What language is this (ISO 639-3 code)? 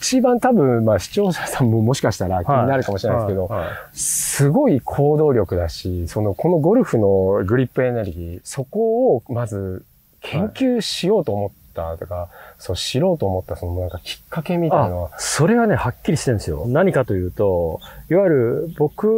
jpn